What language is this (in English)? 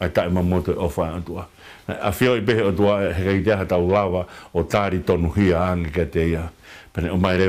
Tongan